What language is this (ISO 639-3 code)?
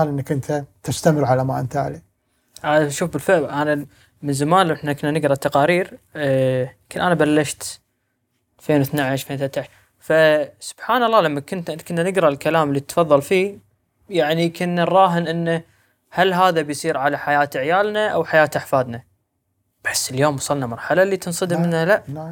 afb